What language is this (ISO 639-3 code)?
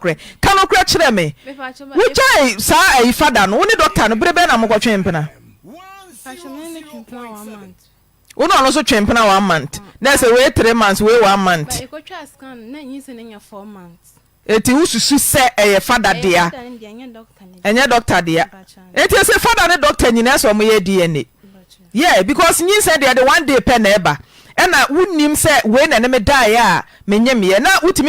aka